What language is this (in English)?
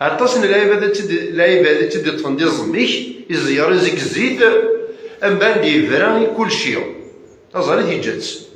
Kabyle